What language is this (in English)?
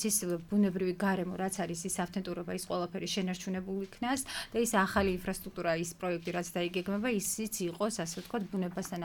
Georgian